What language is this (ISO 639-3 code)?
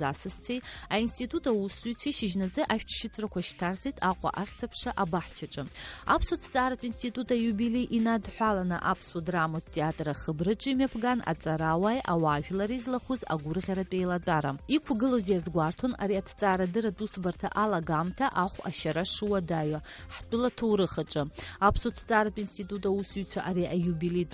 abk